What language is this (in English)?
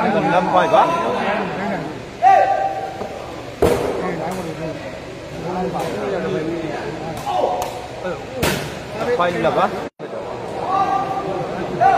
Burmese